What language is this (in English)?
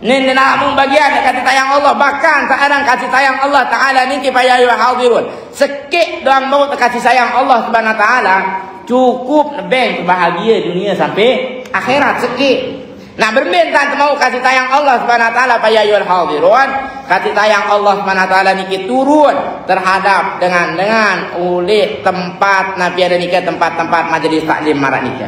Sasak